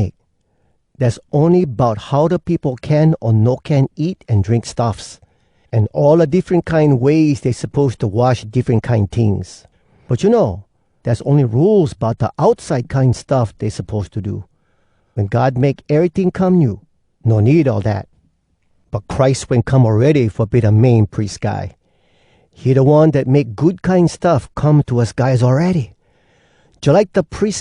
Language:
Hawai'i Creole English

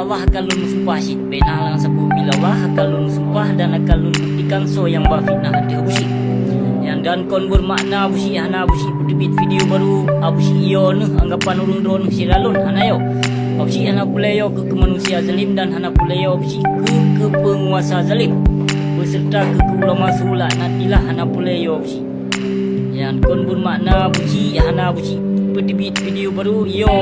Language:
Achinese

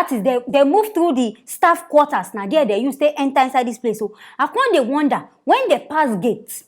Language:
Nigerian Pidgin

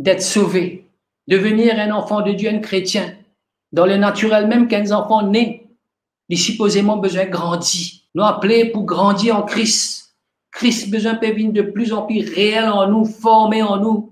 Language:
Morisyen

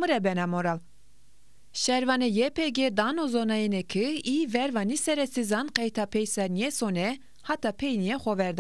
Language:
Zaza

